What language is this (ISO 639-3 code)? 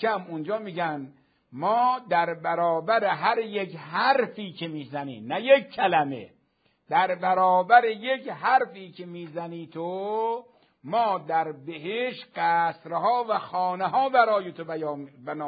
fas